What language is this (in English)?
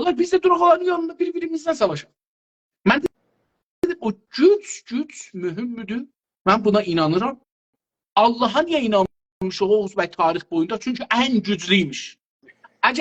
South Azerbaijani